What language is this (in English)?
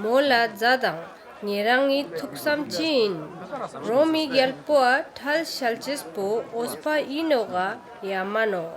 Ladakhi